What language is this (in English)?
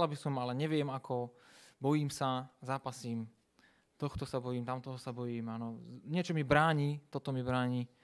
Slovak